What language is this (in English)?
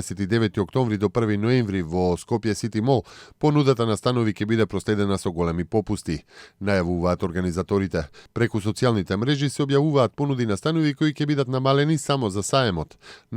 Macedonian